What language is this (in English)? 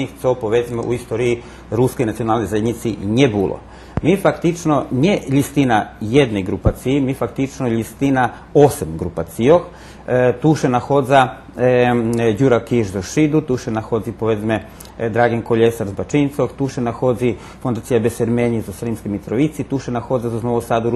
Rusyn